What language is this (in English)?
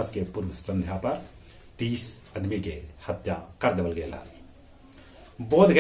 Magahi